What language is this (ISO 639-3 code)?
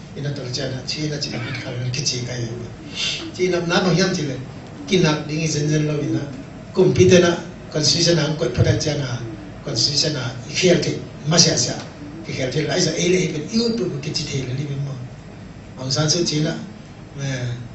ctd